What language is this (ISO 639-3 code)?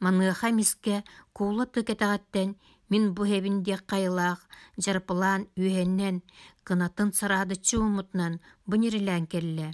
sah